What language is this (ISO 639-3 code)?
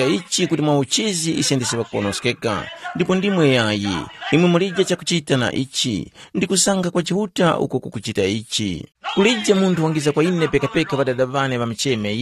tum